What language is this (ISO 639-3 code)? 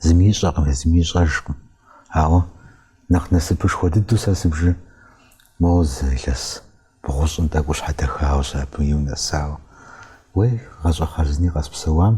kbd